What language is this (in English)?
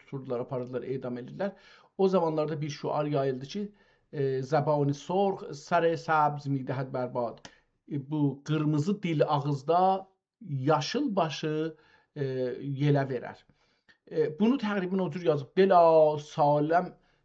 South Azerbaijani